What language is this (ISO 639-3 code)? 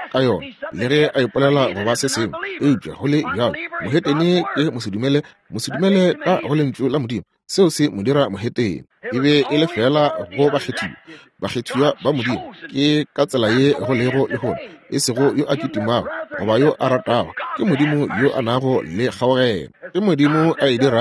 nso